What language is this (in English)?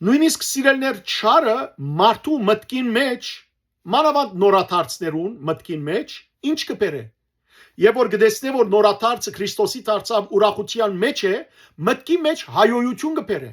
Western Armenian